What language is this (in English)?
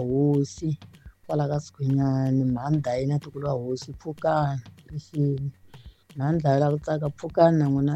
Tsonga